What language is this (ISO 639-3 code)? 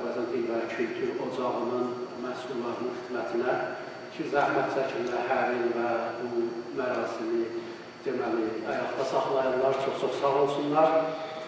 azb